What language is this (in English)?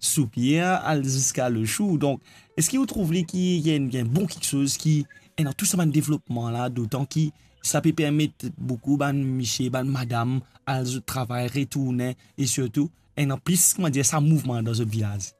Morisyen